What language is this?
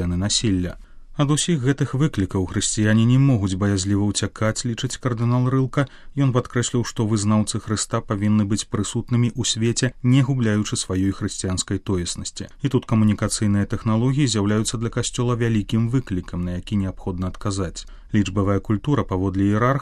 Belarusian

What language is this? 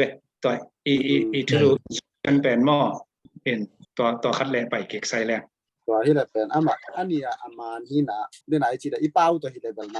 Tedim Chin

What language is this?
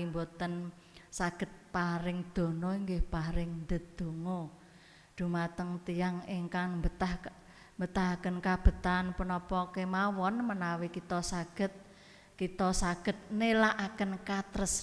Javanese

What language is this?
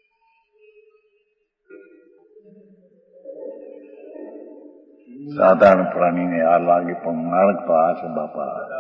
Gujarati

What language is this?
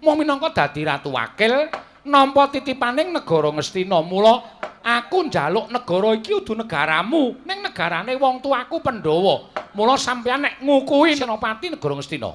Javanese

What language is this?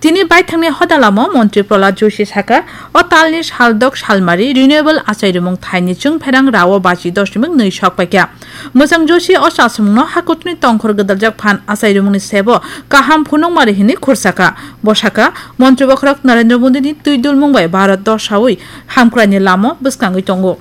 Kok Borok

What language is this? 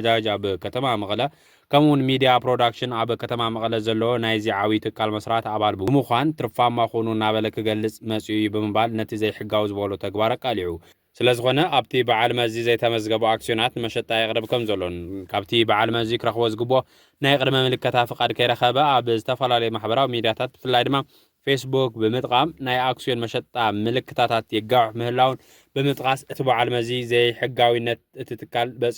Tigrinya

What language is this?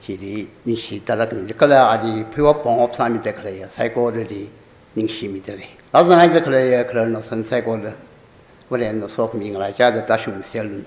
Tangkhul Naga (India)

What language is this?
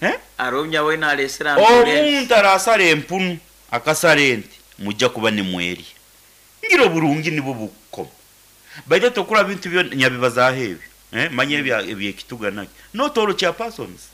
Nyoro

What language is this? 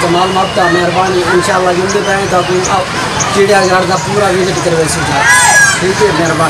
Saraiki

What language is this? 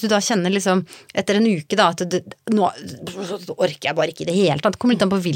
Norwegian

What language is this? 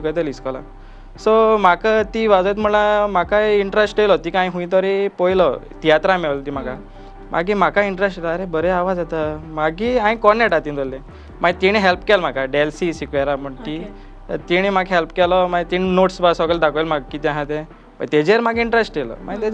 Konkani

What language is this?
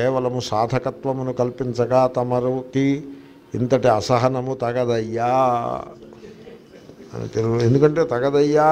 Telugu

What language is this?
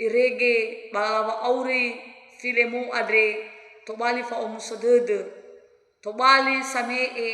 Nias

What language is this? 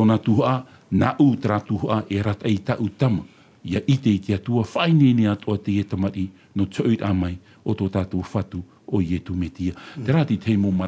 Tahitian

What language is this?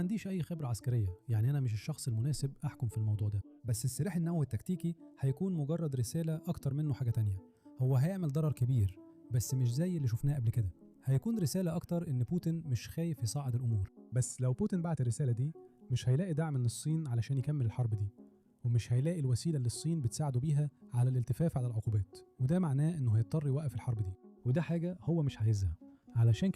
Egyptian Arabic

